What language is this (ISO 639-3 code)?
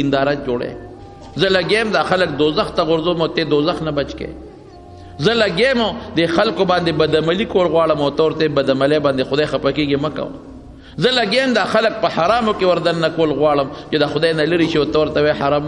pus